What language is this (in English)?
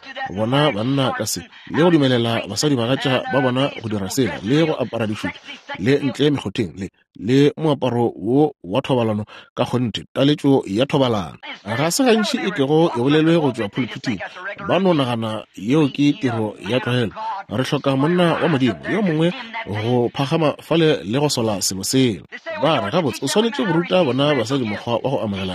Northern Sotho